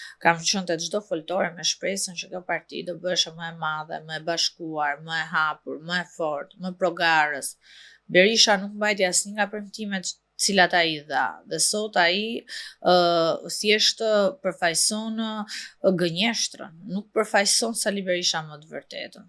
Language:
Albanian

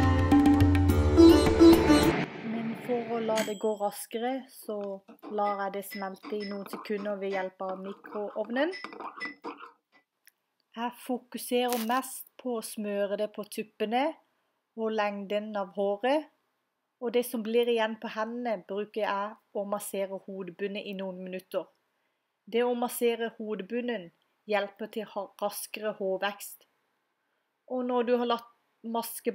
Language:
Norwegian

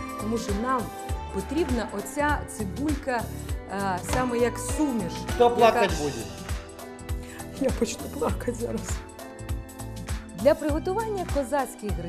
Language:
Ukrainian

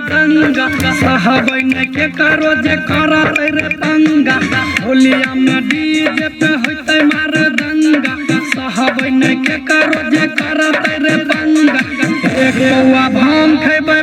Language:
Maithili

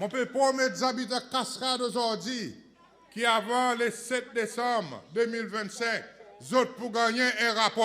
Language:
Seselwa Creole French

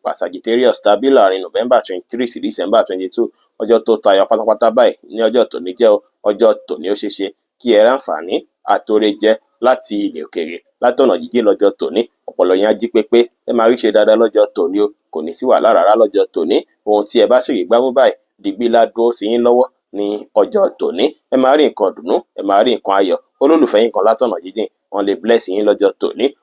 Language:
Yoruba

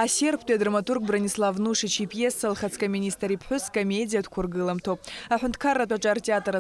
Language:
Abkhazian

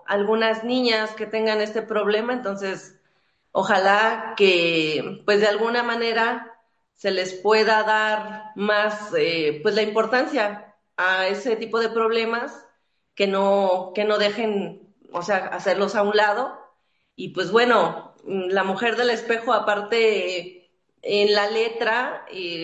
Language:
Spanish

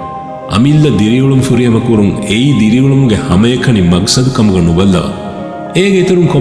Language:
Divehi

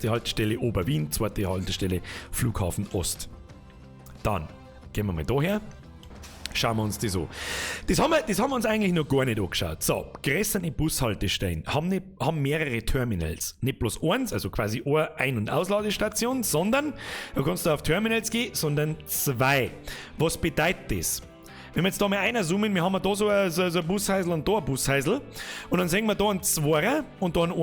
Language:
Bavarian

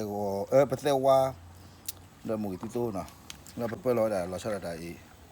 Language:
S'gaw Karen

